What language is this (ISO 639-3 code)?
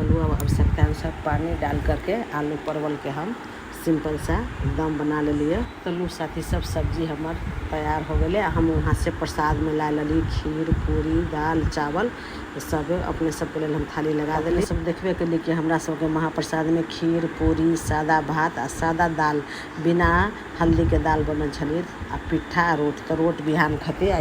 mai